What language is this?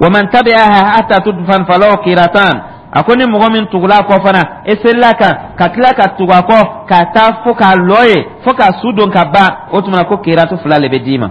Dyula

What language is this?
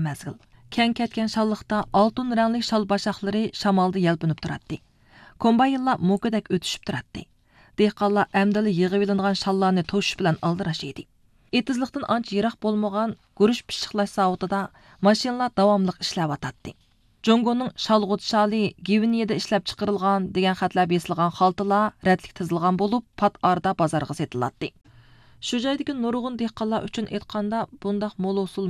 Uyghur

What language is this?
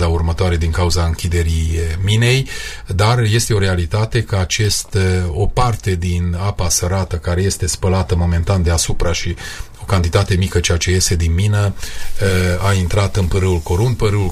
Romanian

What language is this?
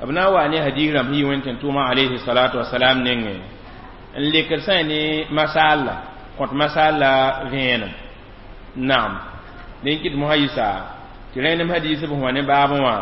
Mossi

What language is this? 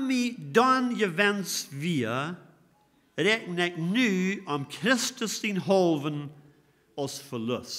Plautdietsch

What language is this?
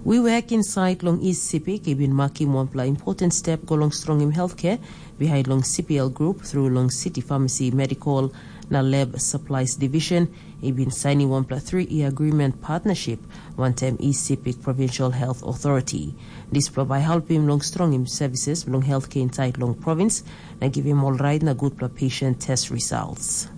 Tok Pisin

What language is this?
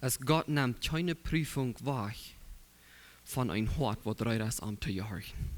Plautdietsch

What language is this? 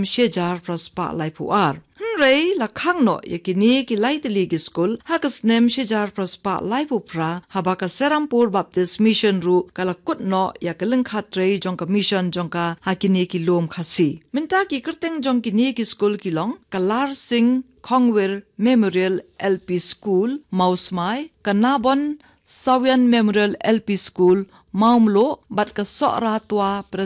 Khasi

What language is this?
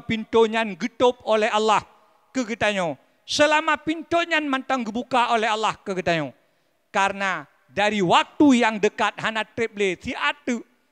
Achinese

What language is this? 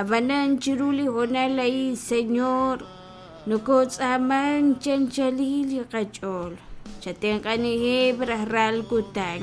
Kekchí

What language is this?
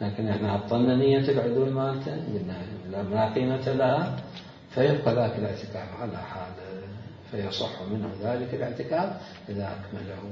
Mesopotamian Arabic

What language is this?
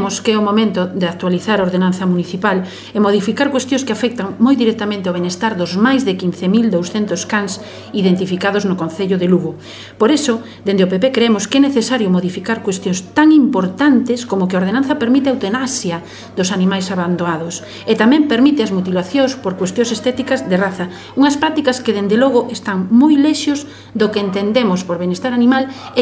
Galician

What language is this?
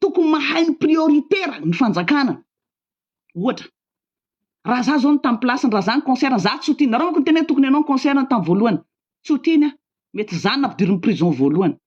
Malagasy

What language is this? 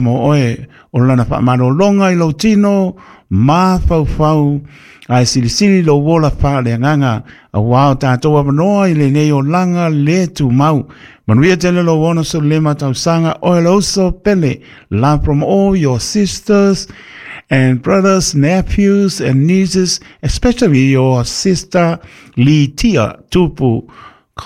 Samoan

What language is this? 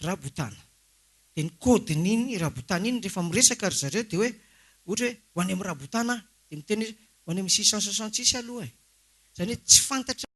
Malagasy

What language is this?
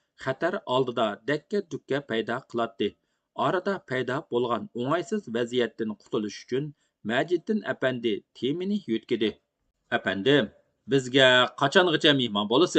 Uyghur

